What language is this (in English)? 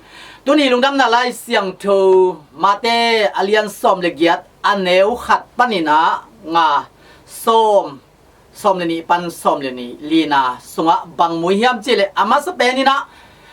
Tedim Chin